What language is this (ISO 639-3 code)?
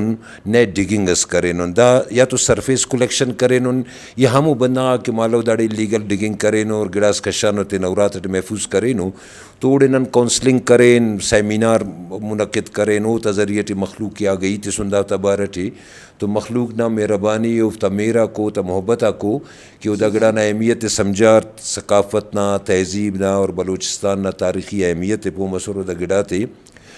brh